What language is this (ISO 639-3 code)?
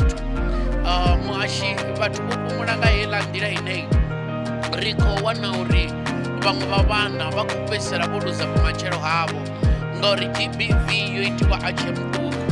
ven